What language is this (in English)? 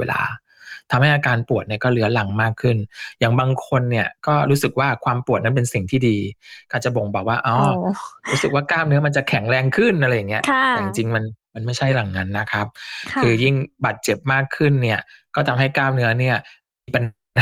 Thai